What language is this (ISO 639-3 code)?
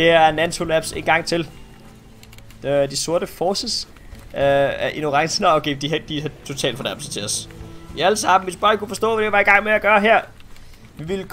dan